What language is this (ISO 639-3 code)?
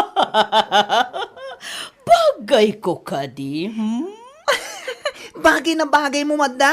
ilo